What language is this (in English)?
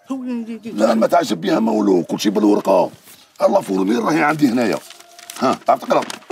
Algerian Arabic